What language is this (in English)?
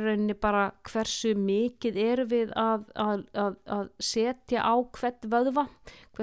Icelandic